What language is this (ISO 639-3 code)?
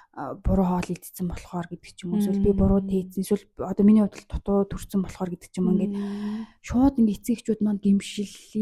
mon